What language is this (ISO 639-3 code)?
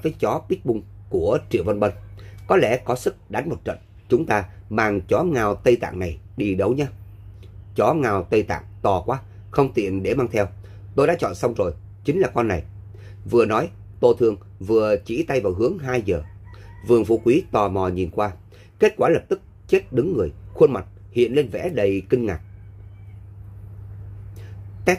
vie